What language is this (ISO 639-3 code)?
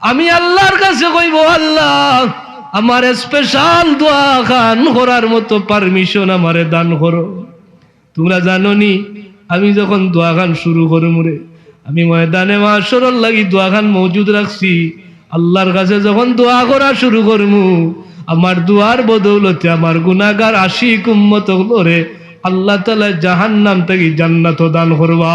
syl